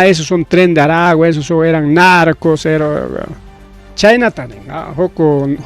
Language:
Ayacucho Quechua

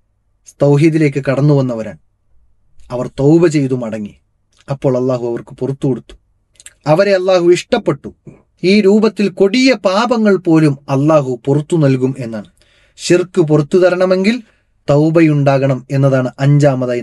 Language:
Malayalam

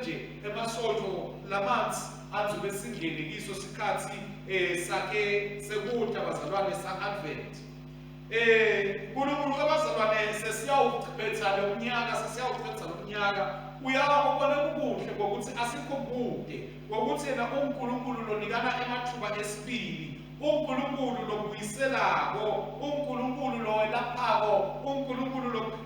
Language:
Swati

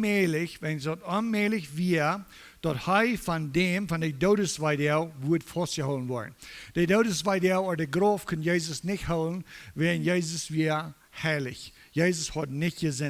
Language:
Plautdietsch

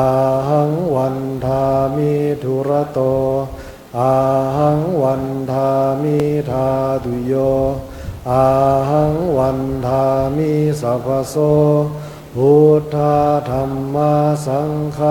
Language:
Pali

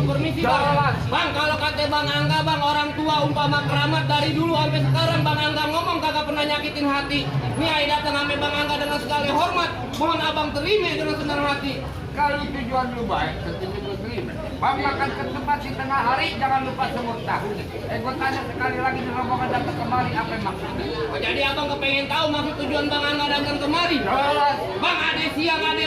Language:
Betawi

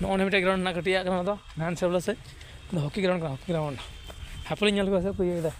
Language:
Santali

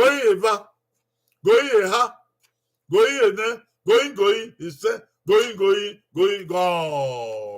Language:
Bini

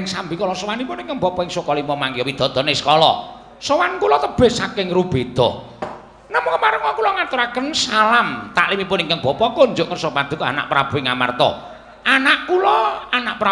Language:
Javanese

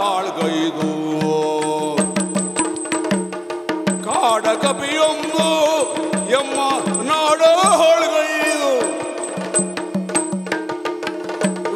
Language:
Kannada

